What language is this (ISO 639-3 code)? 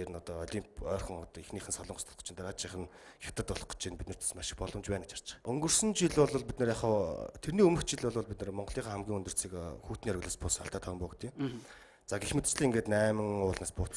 mon